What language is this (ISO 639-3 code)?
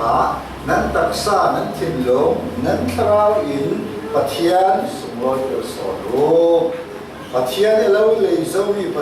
cfm